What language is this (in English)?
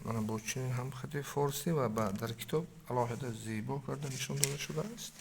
Tajik